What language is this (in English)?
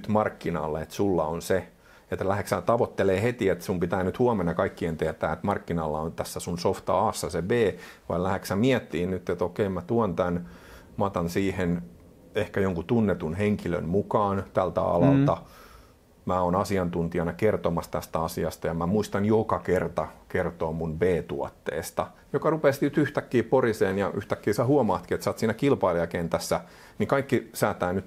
Finnish